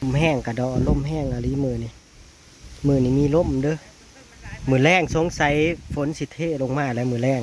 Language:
Northeastern Thai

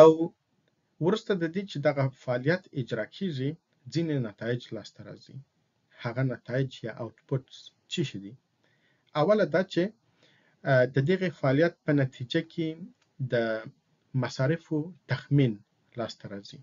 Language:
Pashto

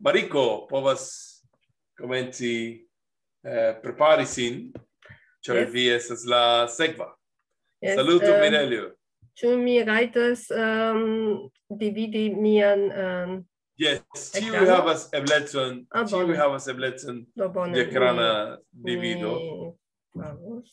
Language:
Esperanto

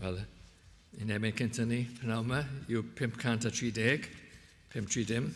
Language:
Welsh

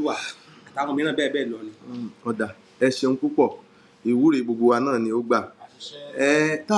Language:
Yoruba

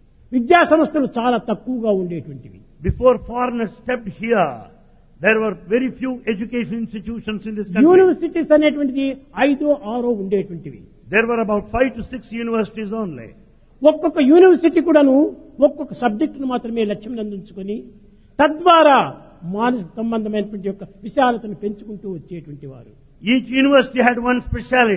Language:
Telugu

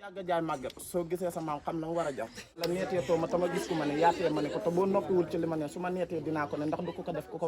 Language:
Wolof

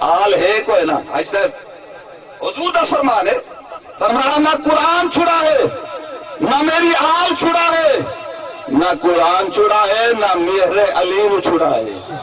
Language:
Saraiki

